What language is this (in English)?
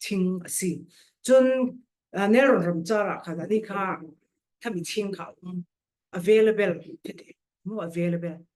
Falam Chin